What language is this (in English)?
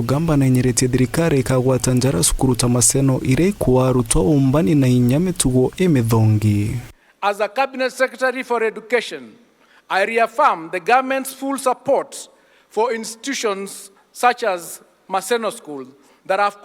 Meru